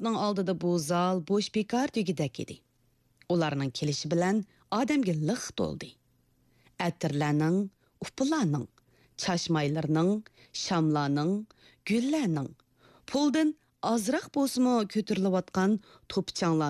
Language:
Uyghur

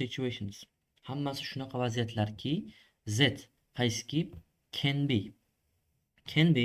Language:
Uzbek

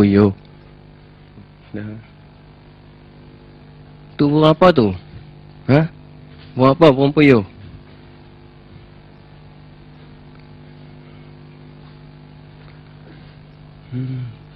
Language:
Malay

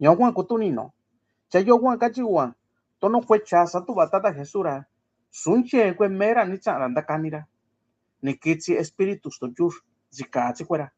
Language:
Mixtepec Mixtec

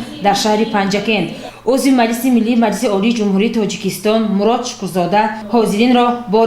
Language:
Tajik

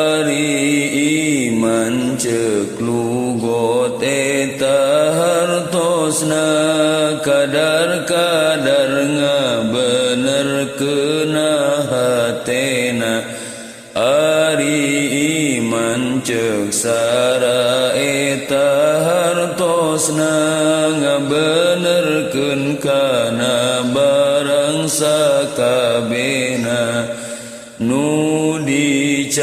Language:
Sundanese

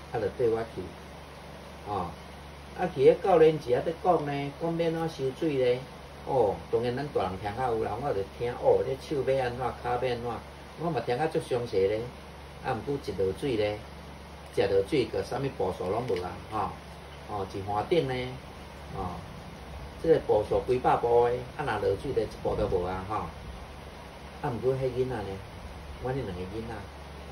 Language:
Min Nan Chinese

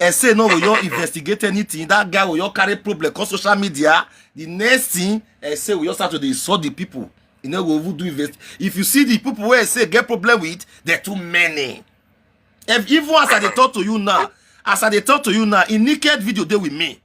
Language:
Nigerian Pidgin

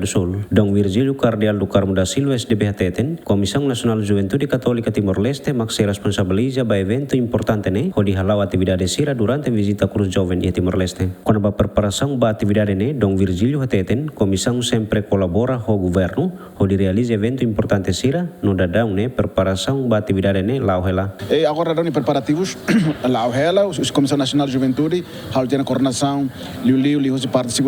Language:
Tetum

